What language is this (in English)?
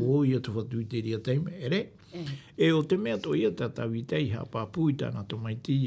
Tahitian